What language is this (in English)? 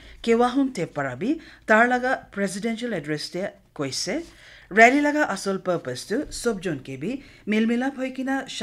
Naga Pidgin